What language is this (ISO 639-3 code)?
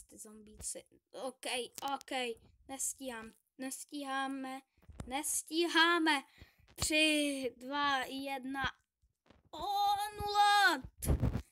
ces